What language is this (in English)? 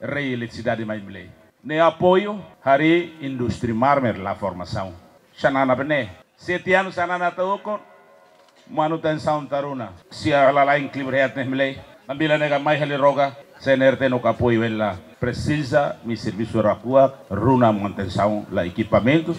Tetum